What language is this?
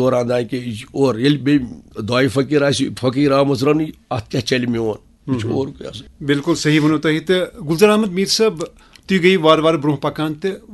Kashmiri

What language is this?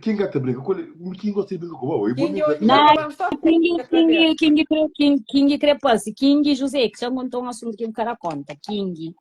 Kabuverdianu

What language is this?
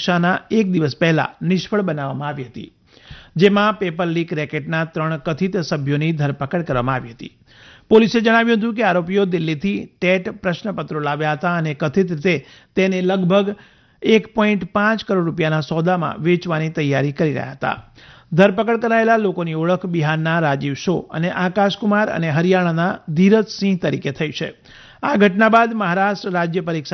Gujarati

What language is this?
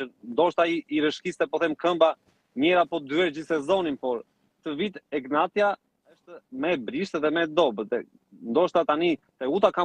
Albanian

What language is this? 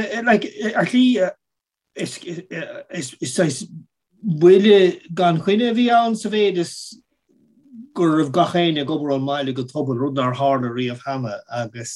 Irish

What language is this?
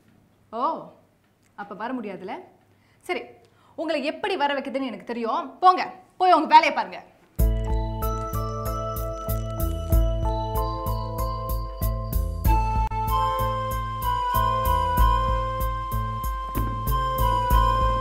Tamil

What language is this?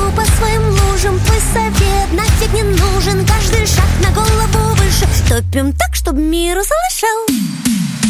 Russian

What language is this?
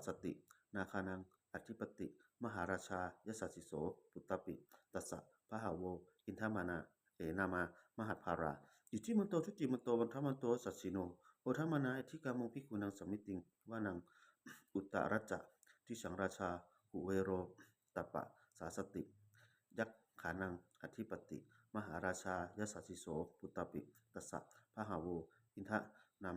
Pali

